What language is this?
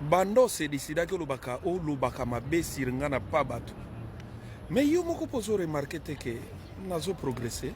Lingala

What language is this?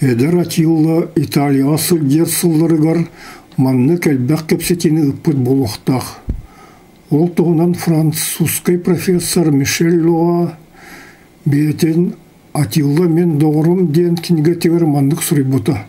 Yakut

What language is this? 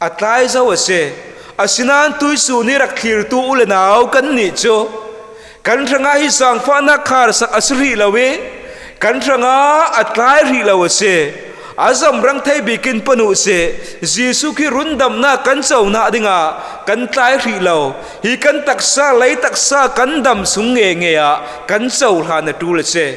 Falam Chin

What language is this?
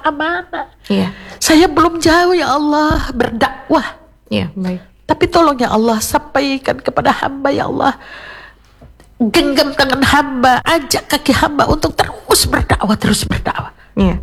Indonesian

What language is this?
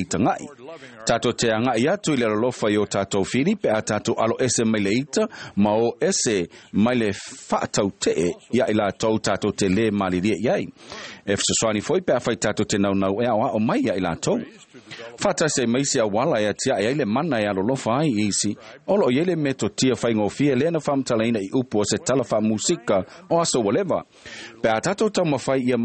Samoan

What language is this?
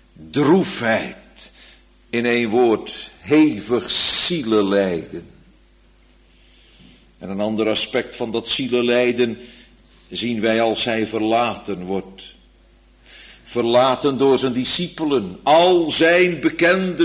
Dutch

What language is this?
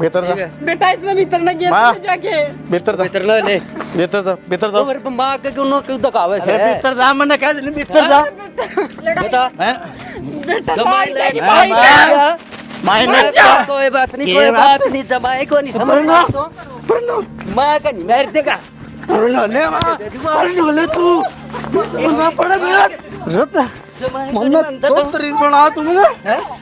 Haryanvi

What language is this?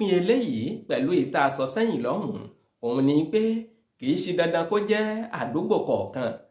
Yoruba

